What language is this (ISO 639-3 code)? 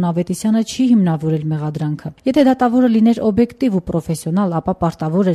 hye